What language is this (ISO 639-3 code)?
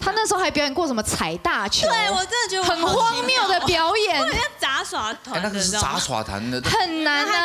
zho